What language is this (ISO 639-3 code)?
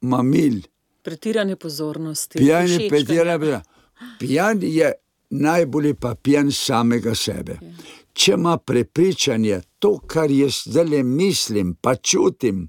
slv